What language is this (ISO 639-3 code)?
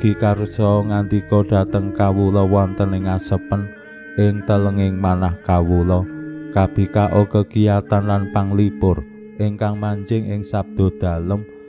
jav